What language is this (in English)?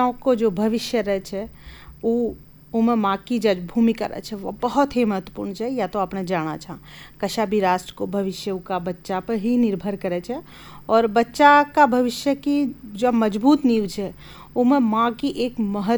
Hindi